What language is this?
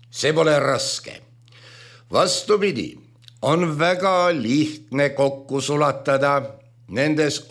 Estonian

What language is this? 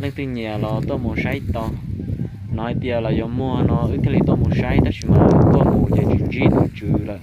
Hmong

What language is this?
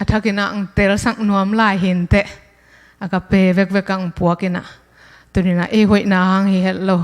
Tedim Chin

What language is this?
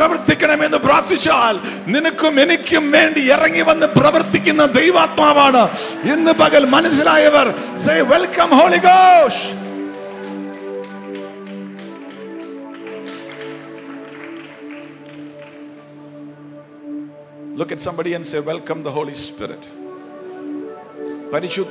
Malayalam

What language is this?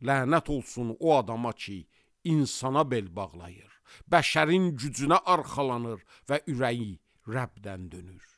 Azerbaijani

